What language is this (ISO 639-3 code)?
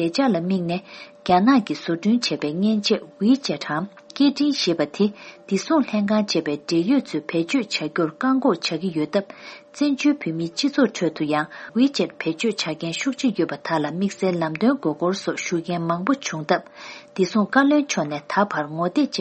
bod